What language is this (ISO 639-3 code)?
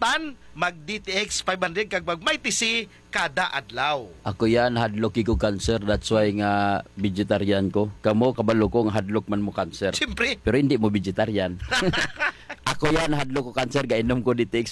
hil